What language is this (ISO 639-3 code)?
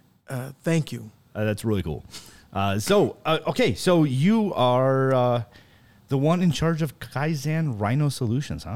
eng